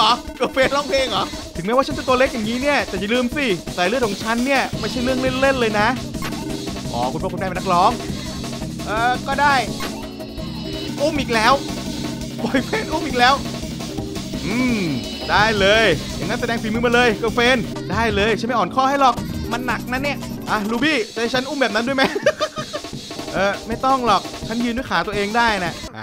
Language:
Thai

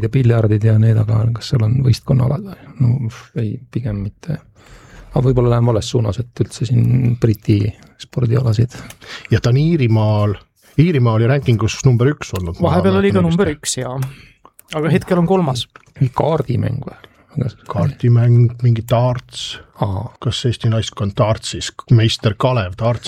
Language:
Estonian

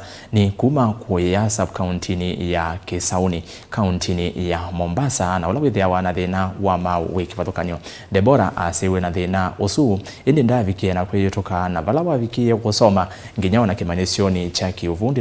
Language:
Kamba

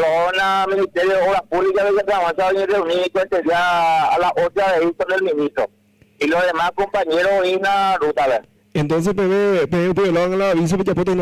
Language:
Guarani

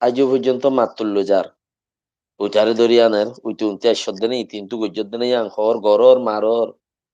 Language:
Rohingya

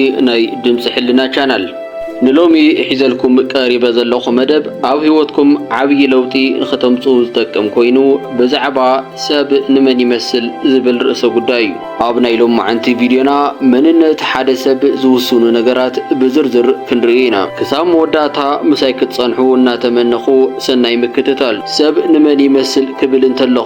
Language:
Tigrinya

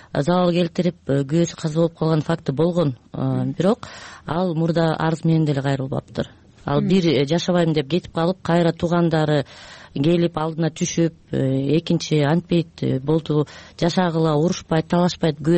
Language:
Kyrgyz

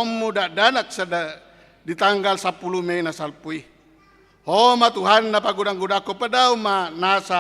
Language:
Batak Toba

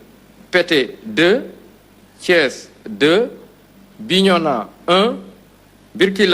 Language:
Wolof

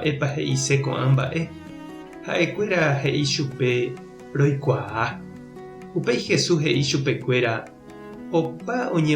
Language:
Guarani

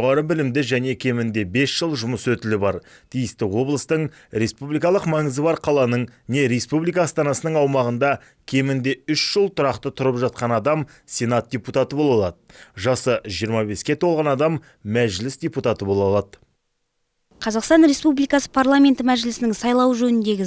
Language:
Kazakh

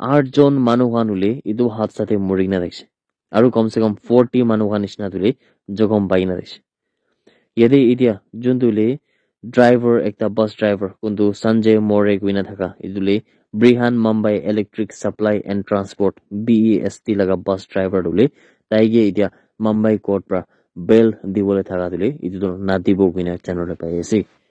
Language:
Naga Pidgin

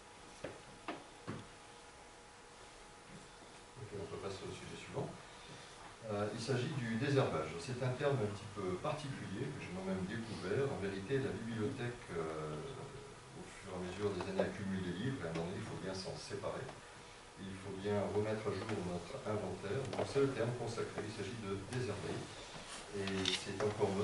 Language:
French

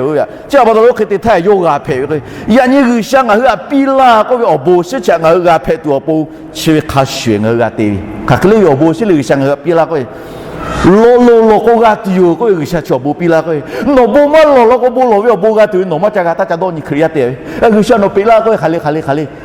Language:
Lahu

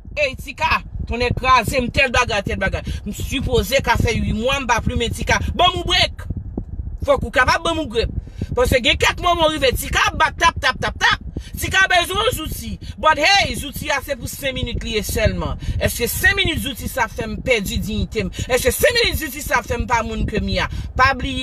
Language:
Haitian Creole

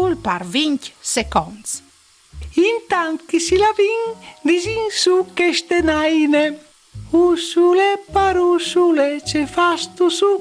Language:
Friulian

